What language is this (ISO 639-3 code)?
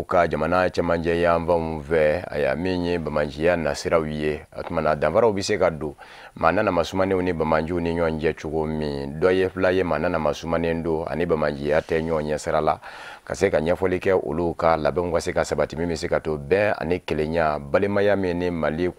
bam